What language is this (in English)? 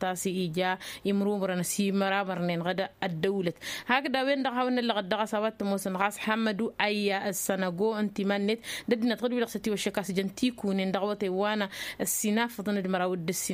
Tamasheq